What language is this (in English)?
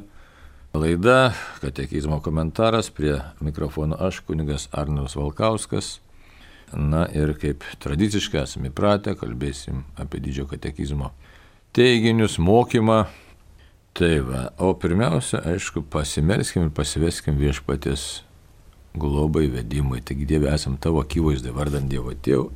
Lithuanian